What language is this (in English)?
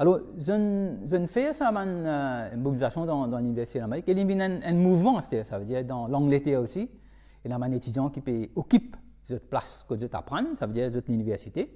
Morisyen